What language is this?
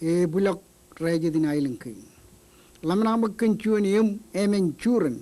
Marshallese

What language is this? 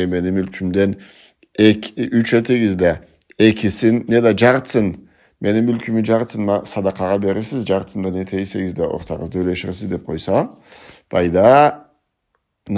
Karachay-Balkar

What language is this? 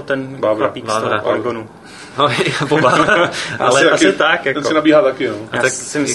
Czech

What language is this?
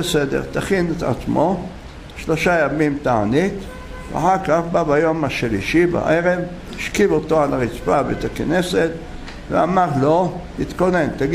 Hebrew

